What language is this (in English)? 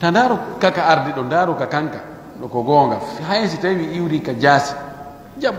Pular